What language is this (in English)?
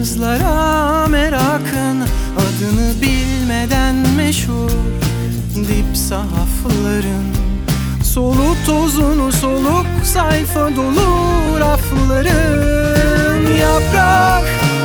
Turkish